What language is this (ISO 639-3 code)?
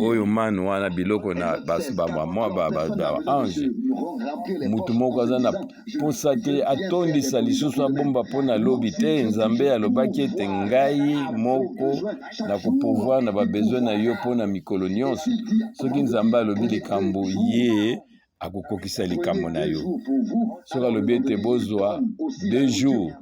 lin